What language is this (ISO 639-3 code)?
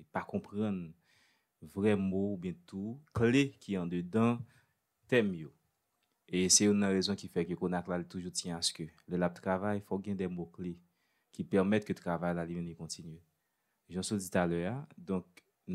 hat